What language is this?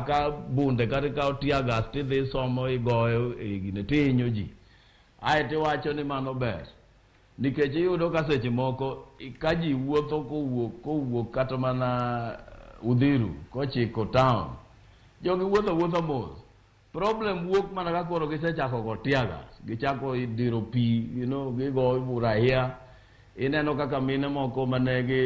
Luo (Kenya and Tanzania)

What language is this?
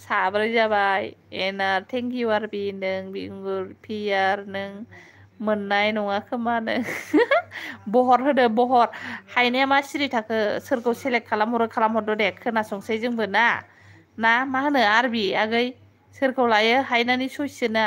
Bodo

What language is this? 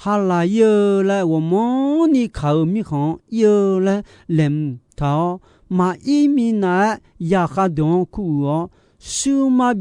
Akha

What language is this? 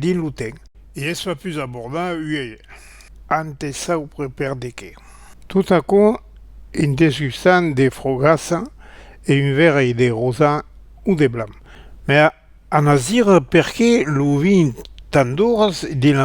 Occitan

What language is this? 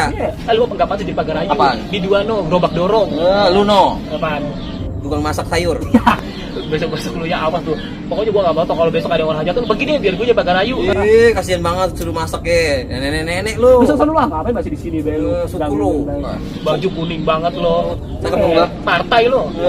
Betawi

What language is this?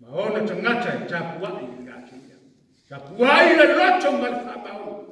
Samoan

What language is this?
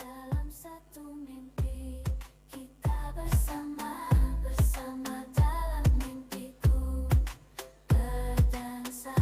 Banjar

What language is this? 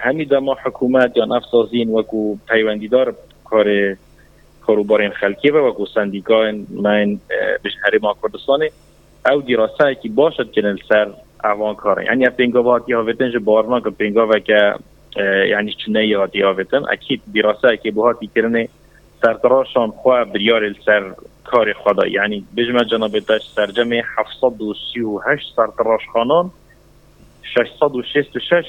Kurdish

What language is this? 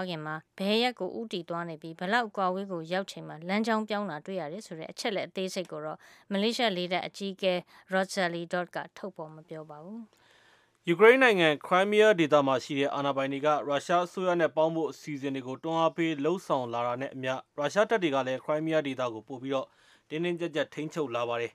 Burmese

